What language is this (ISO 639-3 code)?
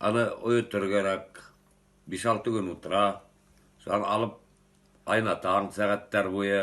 bak